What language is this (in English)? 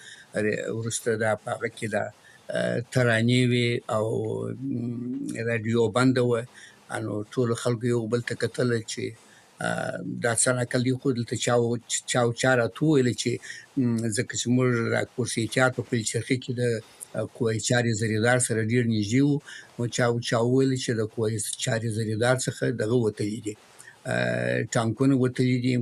Pashto